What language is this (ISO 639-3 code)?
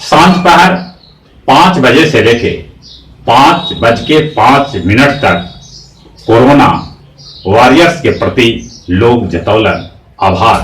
mag